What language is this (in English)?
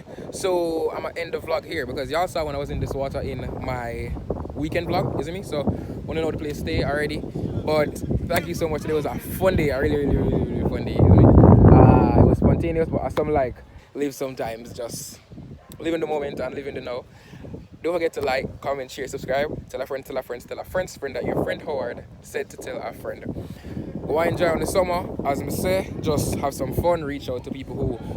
Jamaican Creole English